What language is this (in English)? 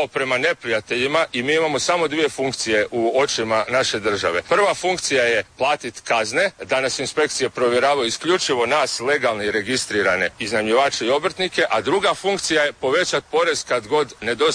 Croatian